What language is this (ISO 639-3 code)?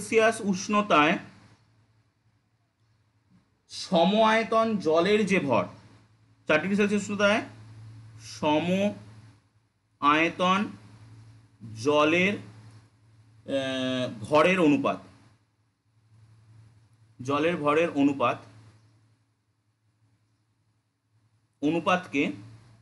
ben